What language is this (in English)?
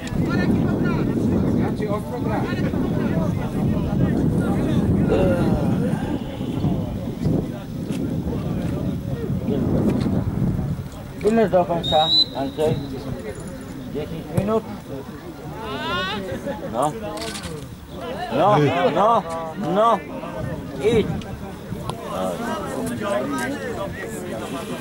Polish